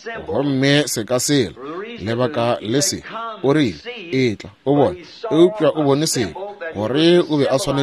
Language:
Northern Sotho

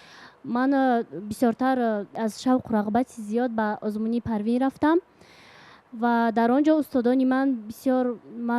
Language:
Tajik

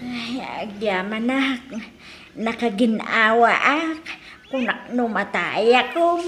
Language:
Iloko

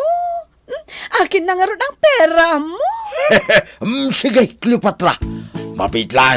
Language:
Iloko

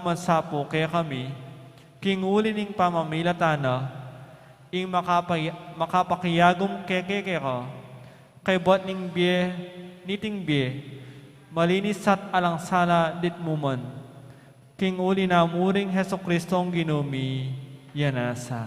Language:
Pampanga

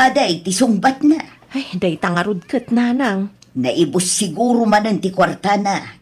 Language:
Iloko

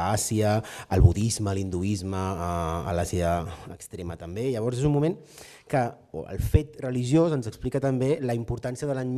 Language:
Catalan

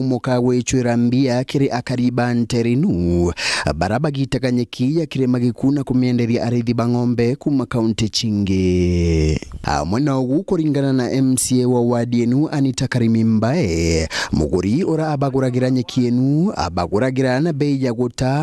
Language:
Meru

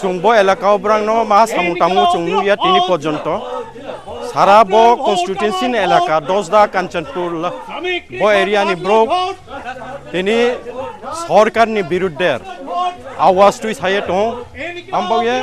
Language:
Riang (India)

